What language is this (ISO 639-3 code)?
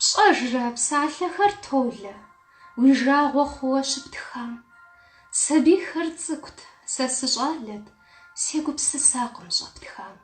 kbd